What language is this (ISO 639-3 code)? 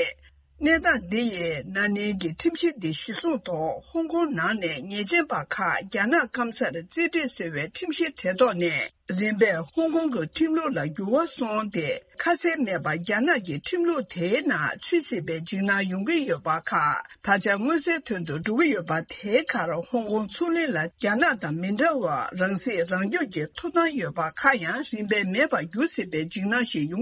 bod